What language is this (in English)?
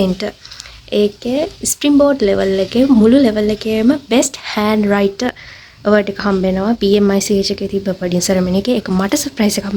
Sinhala